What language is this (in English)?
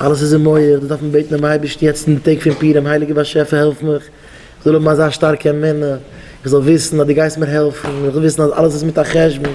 Yiddish